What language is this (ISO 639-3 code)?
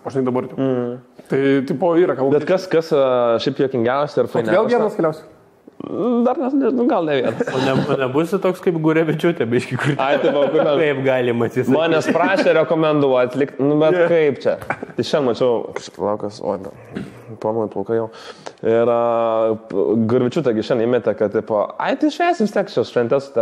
lit